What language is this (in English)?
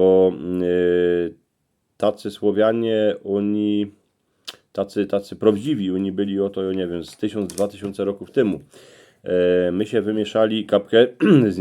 Silesian